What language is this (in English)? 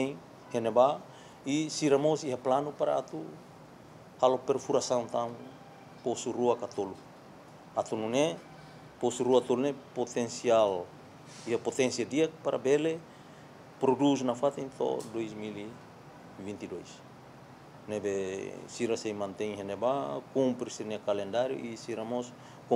Tetum